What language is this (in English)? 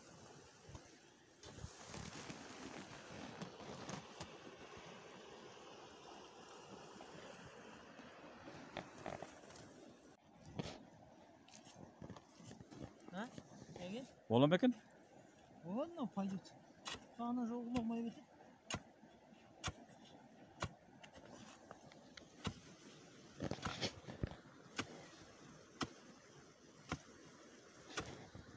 Kazakh